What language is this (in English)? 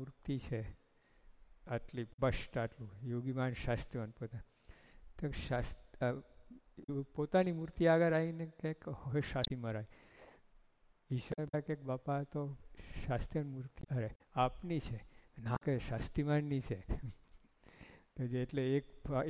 Gujarati